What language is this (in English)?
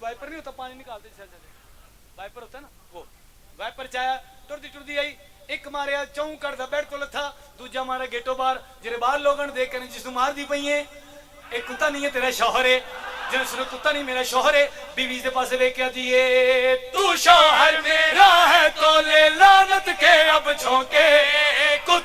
Pahari-Potwari